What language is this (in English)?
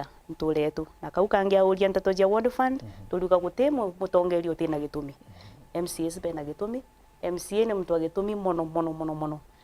Meru